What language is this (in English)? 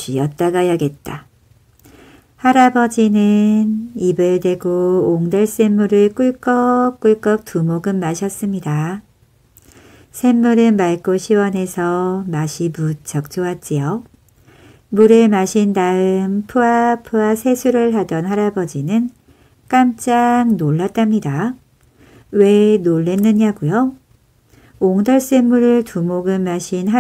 Korean